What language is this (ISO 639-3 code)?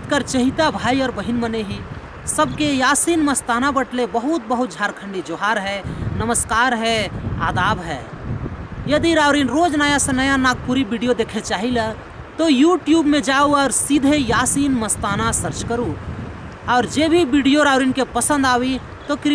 sck